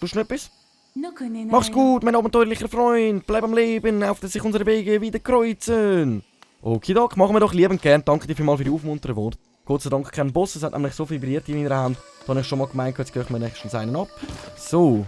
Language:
Swiss German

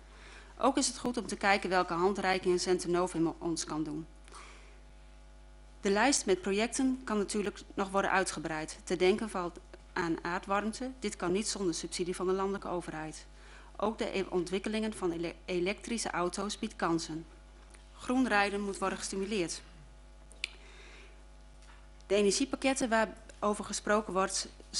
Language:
Dutch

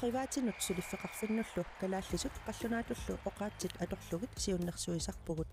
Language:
Kalaallisut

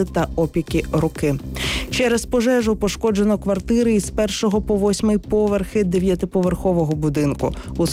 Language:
Ukrainian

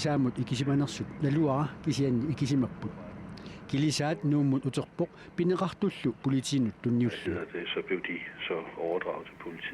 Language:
Kalaallisut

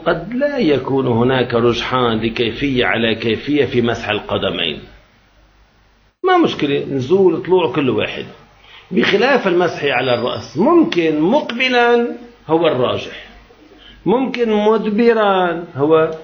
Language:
Arabic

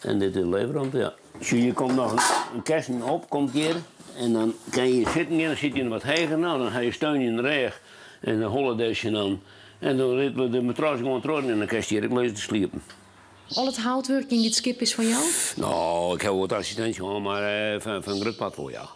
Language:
Western Frisian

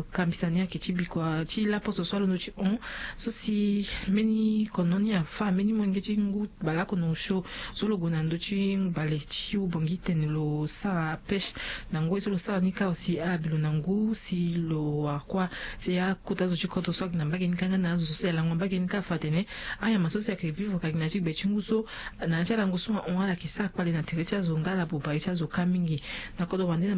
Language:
Sango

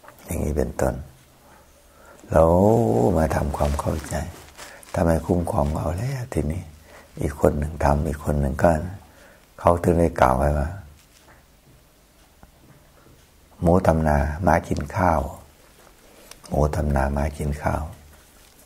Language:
Thai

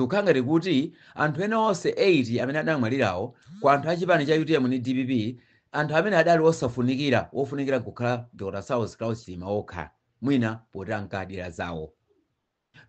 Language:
Nyanja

